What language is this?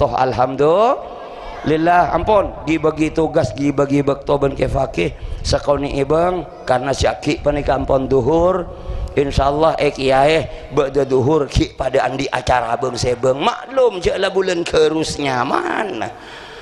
Madurese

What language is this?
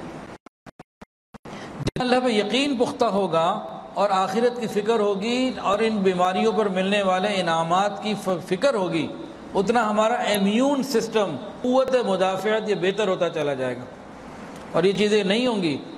Urdu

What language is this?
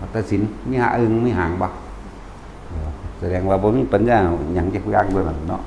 Lao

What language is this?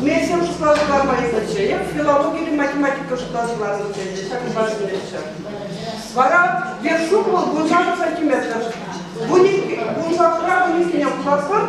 Chuvash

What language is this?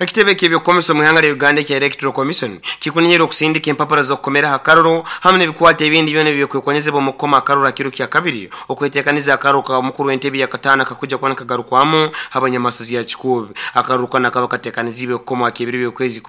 Nyankole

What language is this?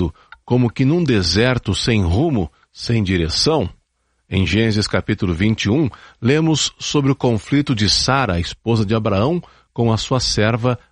Portuguese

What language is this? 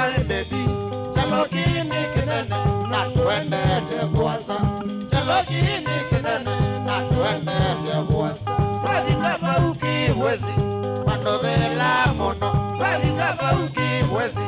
Kamba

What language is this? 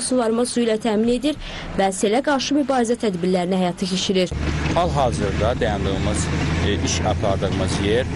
Azerbaijani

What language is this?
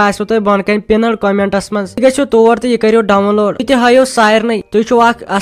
Kashmiri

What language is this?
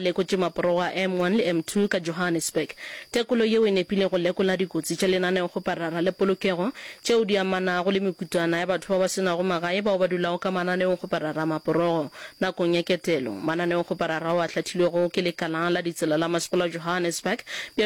Northern Sotho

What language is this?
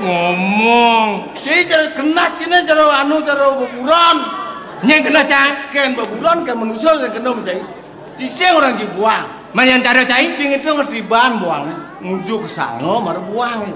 Balinese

